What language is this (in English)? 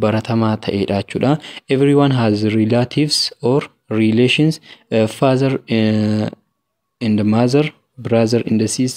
Oromo